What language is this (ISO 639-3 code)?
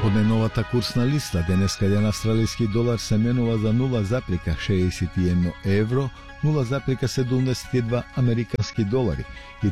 mkd